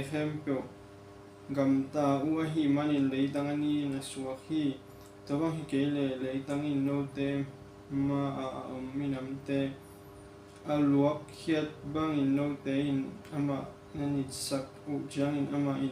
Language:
Tedim Chin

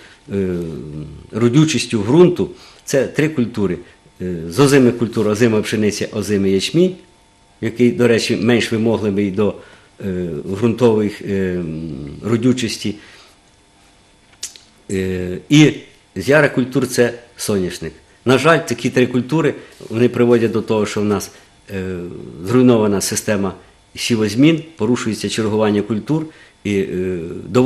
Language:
Ukrainian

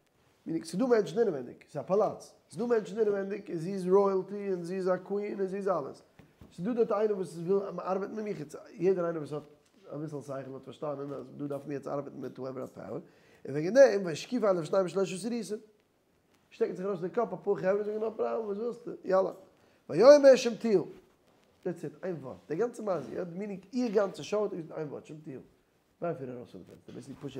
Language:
Yiddish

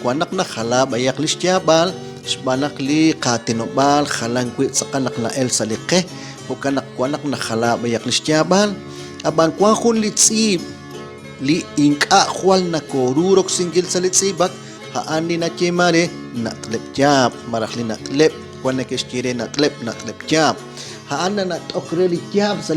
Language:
Kekchí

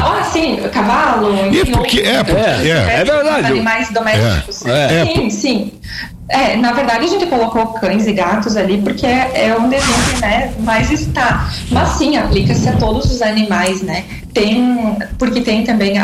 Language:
Portuguese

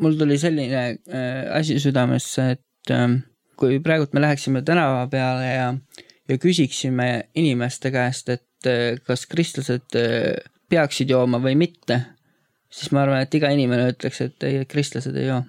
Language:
Estonian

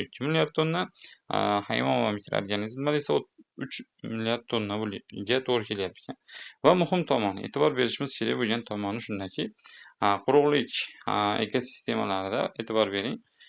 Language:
Uzbek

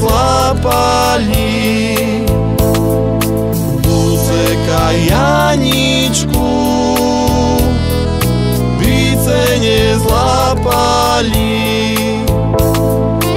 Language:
Slovak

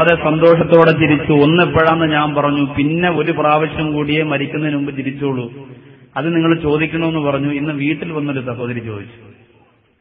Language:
Malayalam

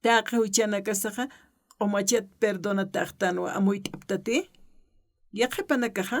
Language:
Aymara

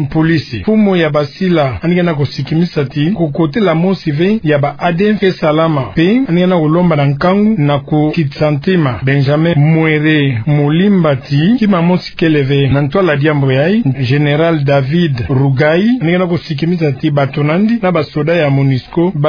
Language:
Kituba (Democratic Republic of Congo)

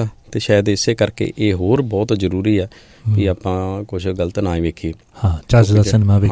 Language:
Punjabi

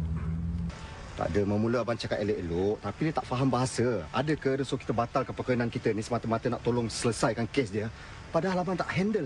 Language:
Malay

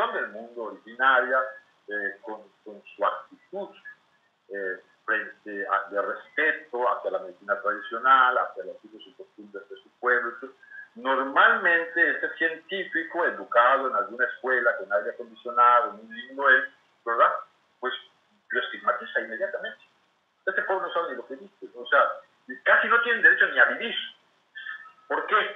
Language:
Spanish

